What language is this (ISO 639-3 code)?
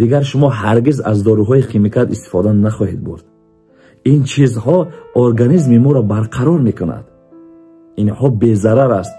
tgk